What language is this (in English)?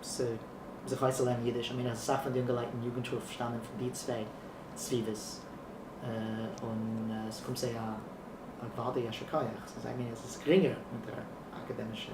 Yiddish